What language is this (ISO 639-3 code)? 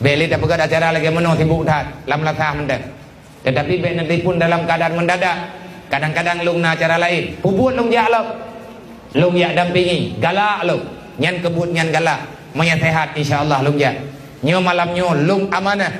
ace